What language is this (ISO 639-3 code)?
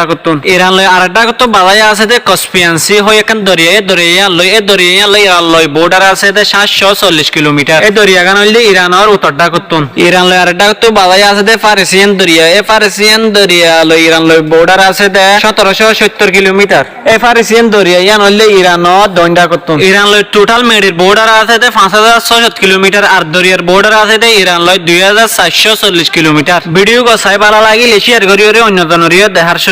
rhg